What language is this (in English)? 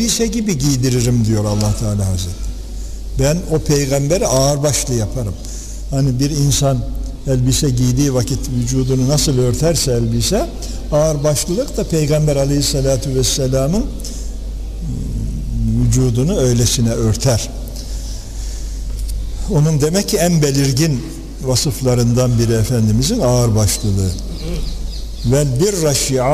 Turkish